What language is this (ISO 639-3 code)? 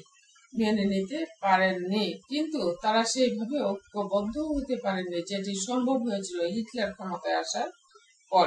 ben